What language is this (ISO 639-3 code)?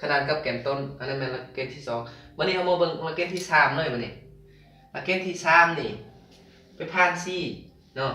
lao